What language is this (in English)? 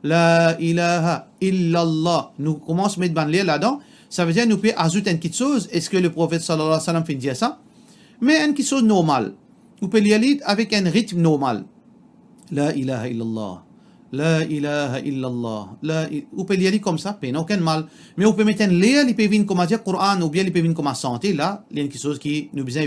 Morisyen